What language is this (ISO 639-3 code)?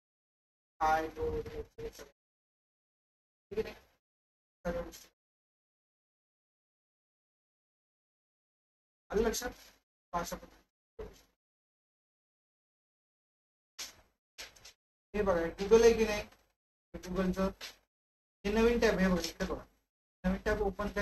mar